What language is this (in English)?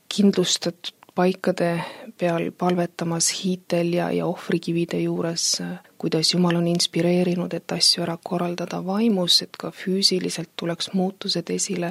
Estonian